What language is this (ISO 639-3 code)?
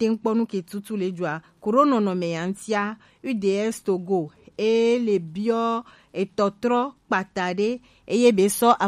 gej